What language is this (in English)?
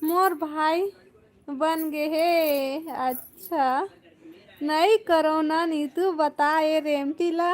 Chhattisgarhi